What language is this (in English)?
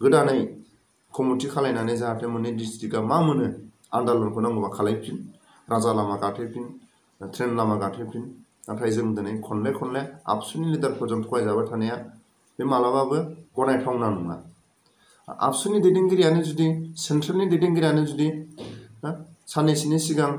Bodo